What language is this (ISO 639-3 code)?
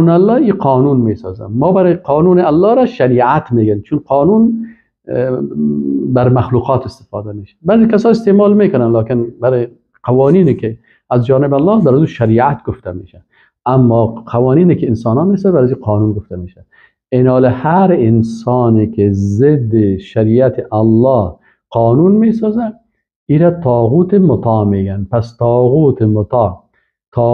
fas